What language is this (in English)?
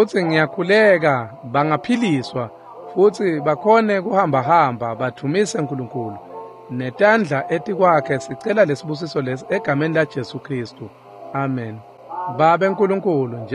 Swati